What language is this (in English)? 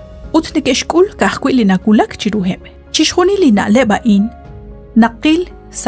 Kekchí